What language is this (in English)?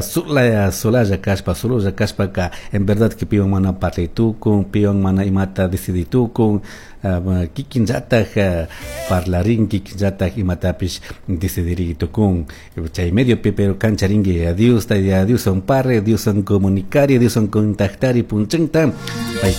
Chimborazo Highland Quichua